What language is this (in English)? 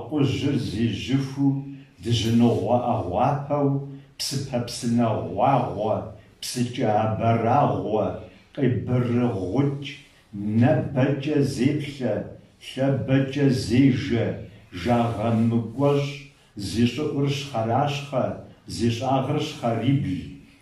Kabardian